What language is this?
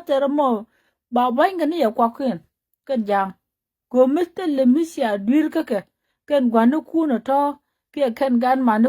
Nuer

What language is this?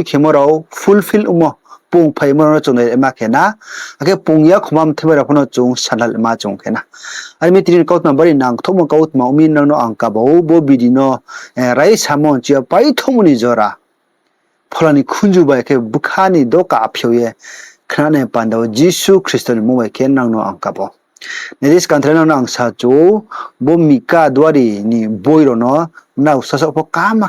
Riang (India)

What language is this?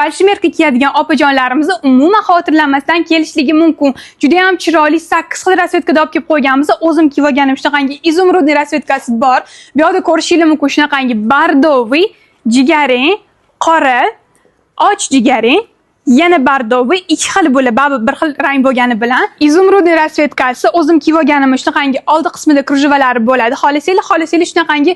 Uzbek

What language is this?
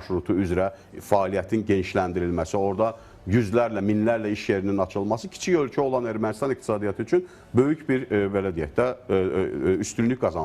Azerbaijani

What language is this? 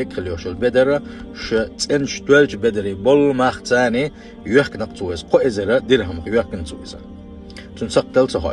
Chechen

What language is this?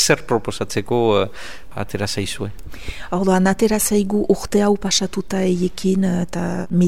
Basque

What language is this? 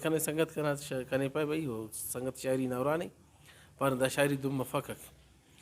Brahui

